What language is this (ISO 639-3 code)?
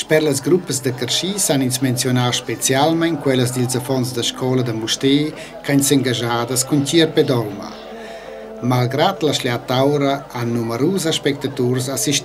roh